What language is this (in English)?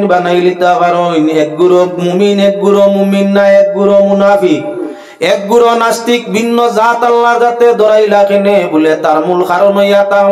Sylheti